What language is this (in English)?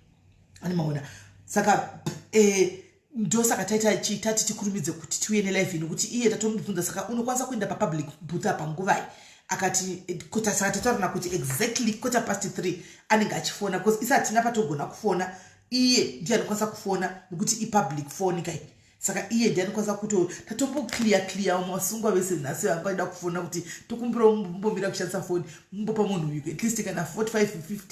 Shona